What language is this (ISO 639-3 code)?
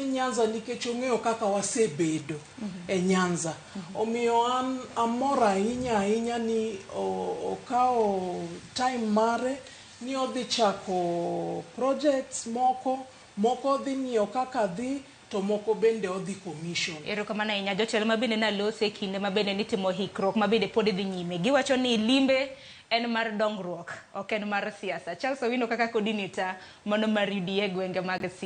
luo